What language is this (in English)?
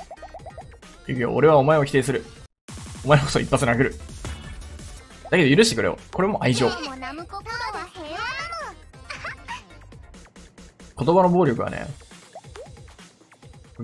Japanese